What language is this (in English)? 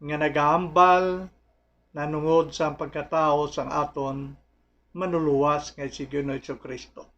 Hiligaynon